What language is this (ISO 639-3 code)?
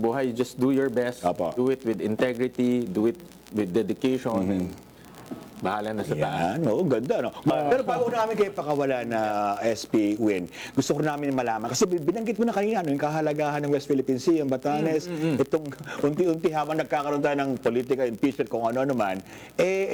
fil